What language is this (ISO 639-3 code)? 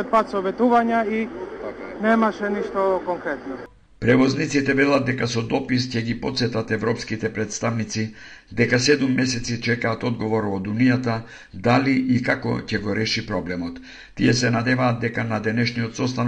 mkd